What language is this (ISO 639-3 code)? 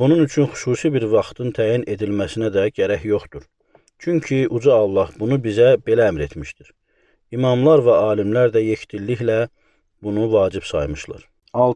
aze